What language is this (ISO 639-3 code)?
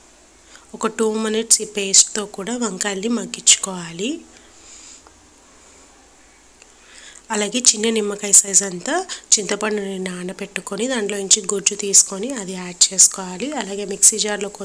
tel